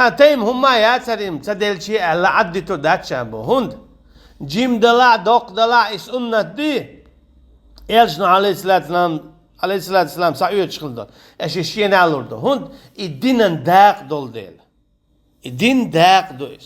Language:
Chechen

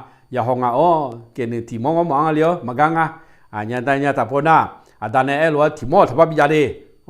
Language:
Akha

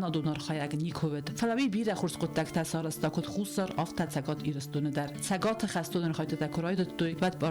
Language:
Ossetic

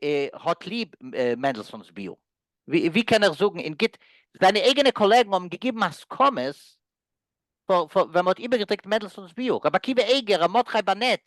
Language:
Yiddish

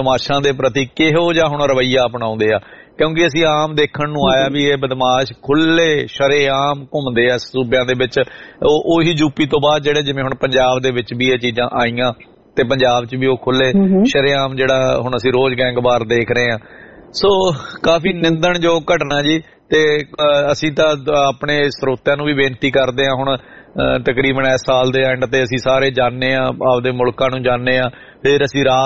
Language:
Punjabi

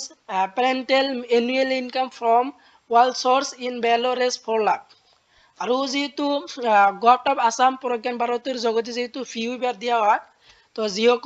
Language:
Assamese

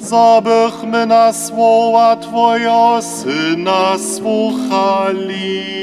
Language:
Upper Sorbian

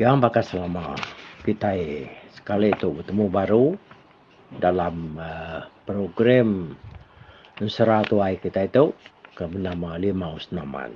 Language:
Iban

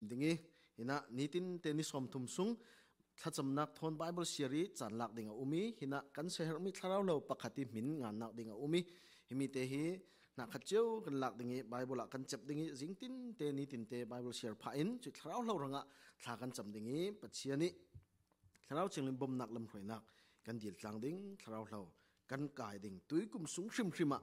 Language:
Falam Chin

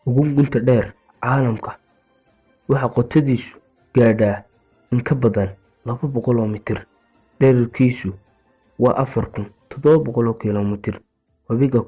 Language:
Somali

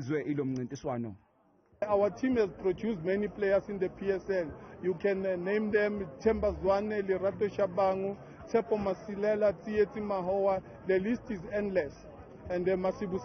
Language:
Zulu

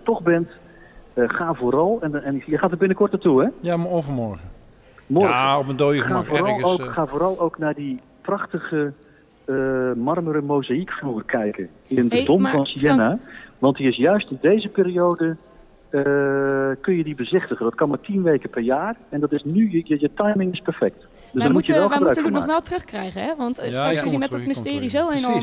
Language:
Dutch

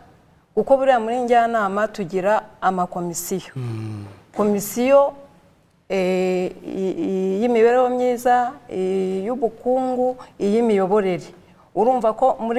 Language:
Kinyarwanda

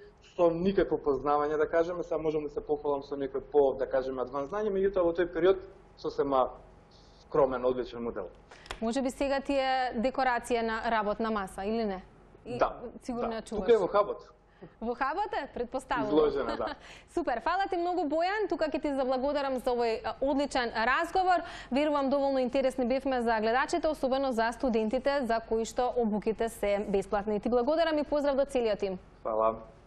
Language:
Macedonian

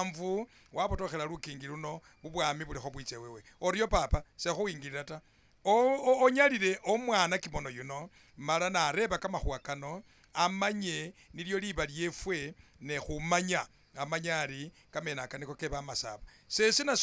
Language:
Masaaba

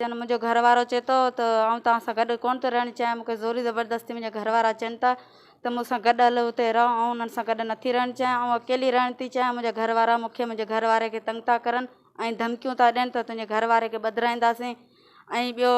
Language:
Sindhi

